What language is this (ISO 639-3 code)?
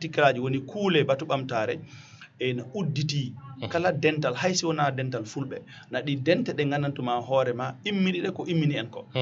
ful